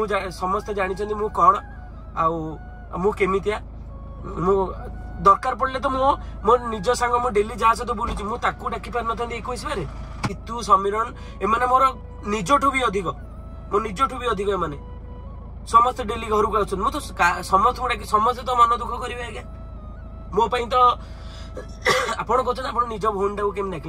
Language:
Odia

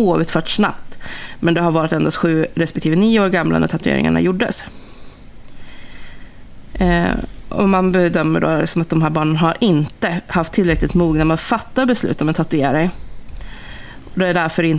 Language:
Swedish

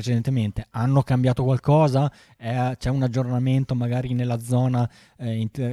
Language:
Italian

